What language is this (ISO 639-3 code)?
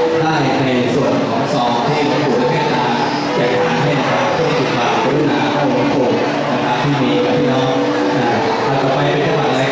tha